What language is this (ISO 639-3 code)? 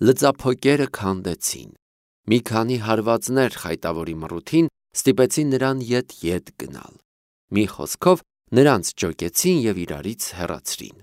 hye